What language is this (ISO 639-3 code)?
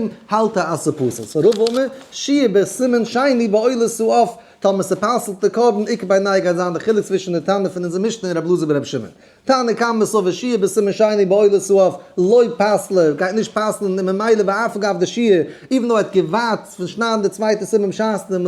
yid